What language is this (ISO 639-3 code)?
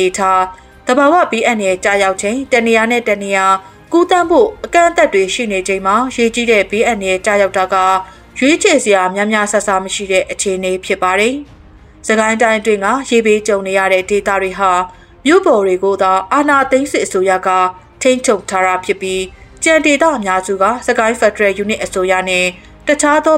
mya